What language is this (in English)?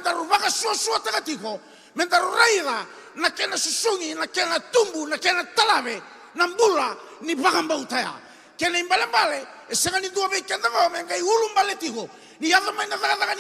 Fijian